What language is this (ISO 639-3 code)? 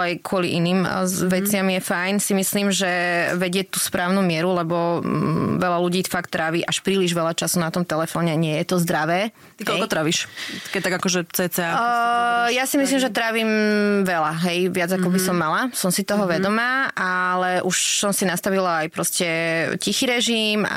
slk